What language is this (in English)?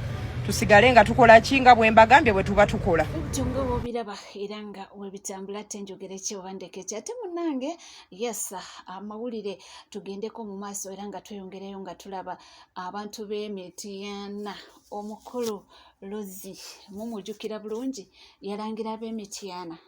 Ganda